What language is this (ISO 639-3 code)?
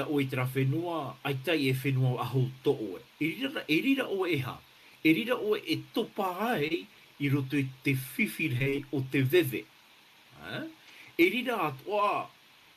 tah